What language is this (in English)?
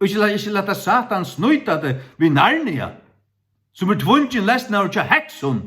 Faroese